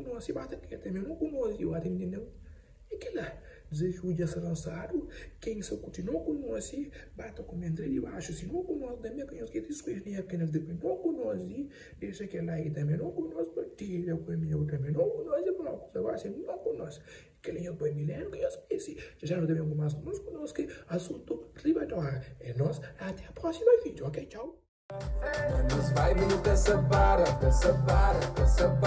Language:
Kabuverdianu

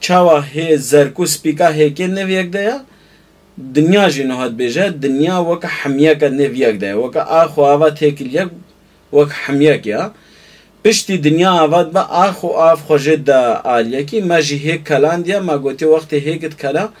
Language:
Kurdish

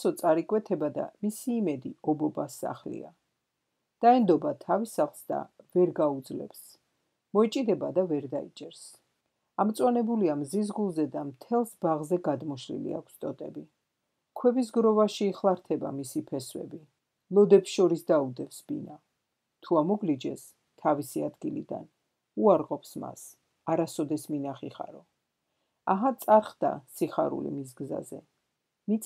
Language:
Georgian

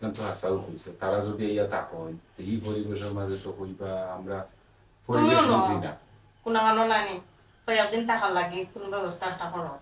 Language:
Sylheti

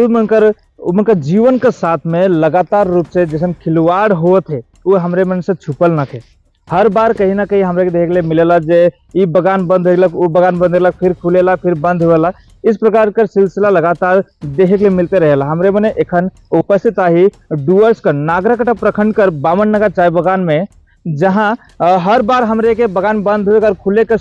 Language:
Sadri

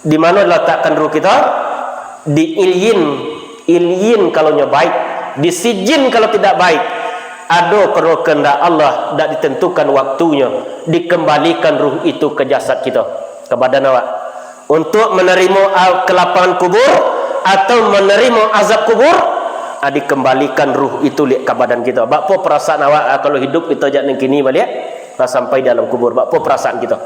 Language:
Minangkabau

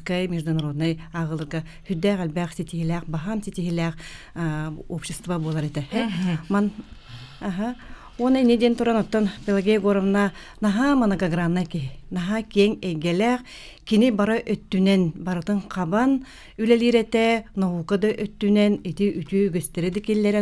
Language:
Yakut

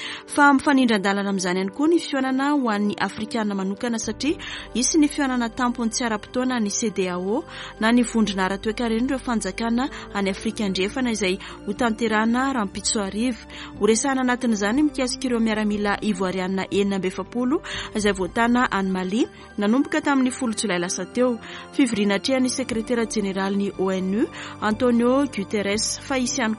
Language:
Malagasy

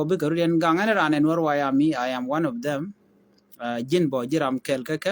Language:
Nuer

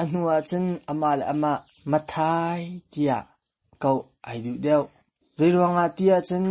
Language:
Hakha Chin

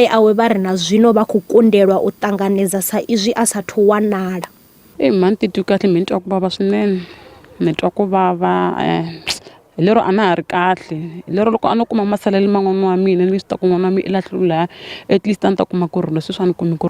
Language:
Venda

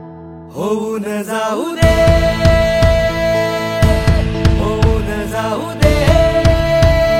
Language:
Marathi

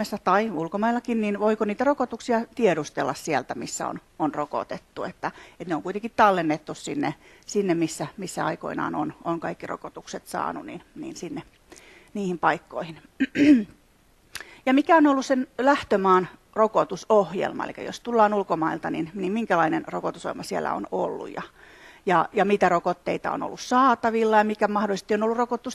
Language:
Finnish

